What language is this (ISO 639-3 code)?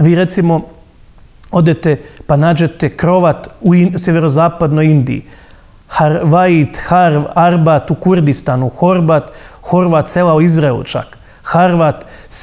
hrv